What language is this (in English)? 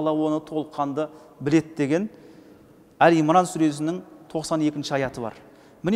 Kazakh